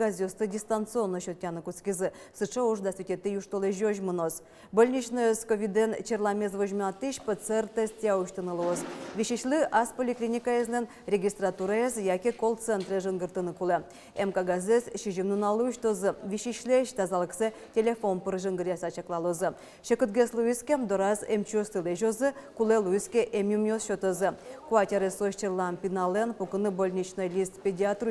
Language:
Udmurt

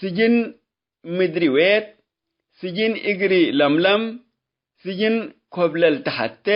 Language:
Tigre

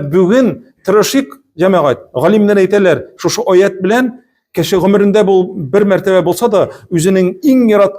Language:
Tatar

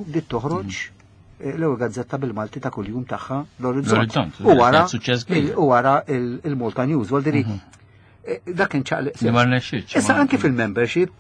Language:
Maltese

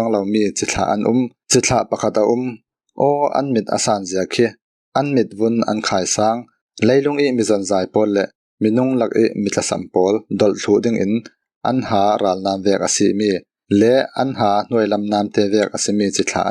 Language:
Falam Chin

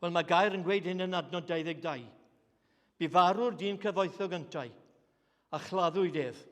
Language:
Welsh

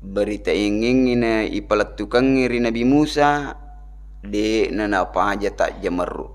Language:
Buginese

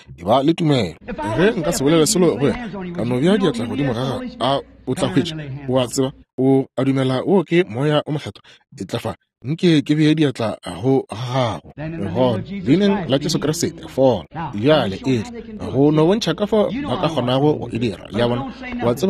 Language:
Northern Sotho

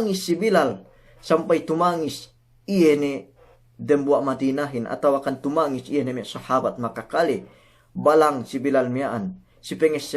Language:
Yakan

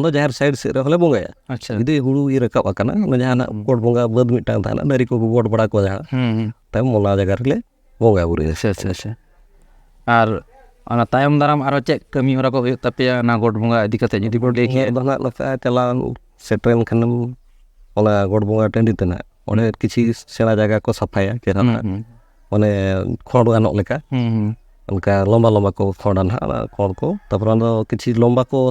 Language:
Santali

